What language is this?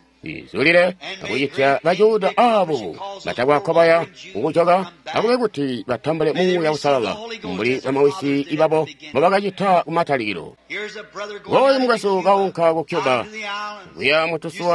Tonga (Zambia)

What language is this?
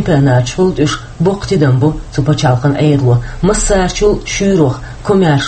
Chechen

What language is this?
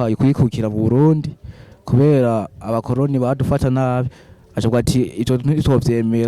Rundi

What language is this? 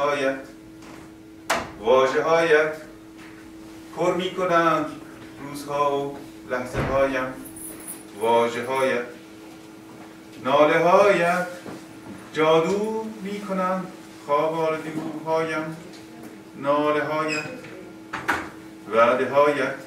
Persian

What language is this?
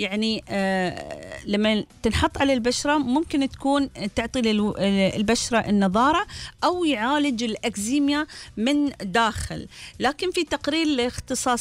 Gulf Arabic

